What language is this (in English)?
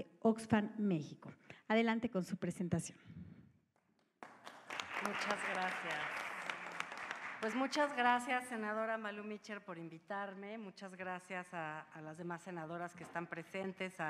Spanish